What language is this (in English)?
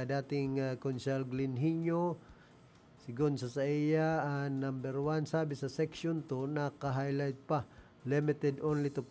Bikol